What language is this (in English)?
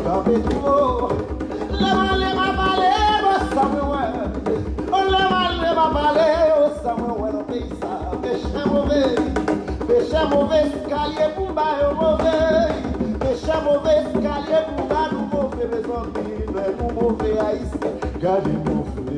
Haitian Creole